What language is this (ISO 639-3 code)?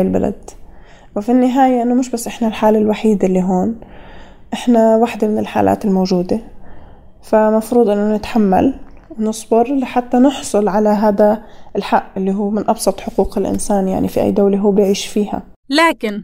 apc